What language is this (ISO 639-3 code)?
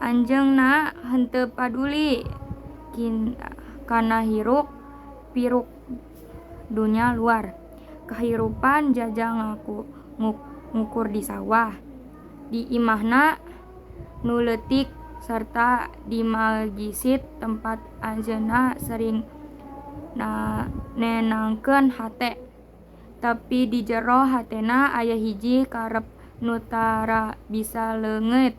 sun